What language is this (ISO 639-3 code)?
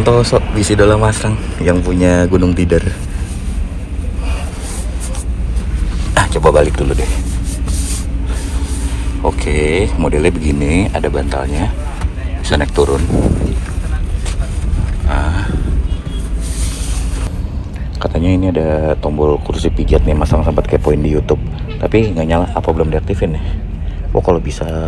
ind